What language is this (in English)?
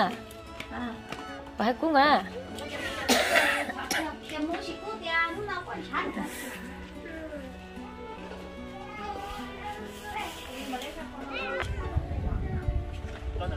Vietnamese